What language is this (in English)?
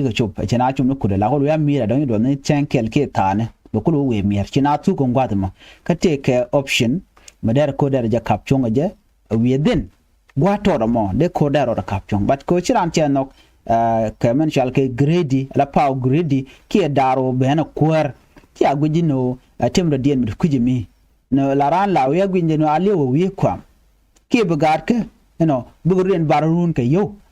Nuer